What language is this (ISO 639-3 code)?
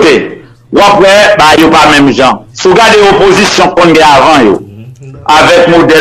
hat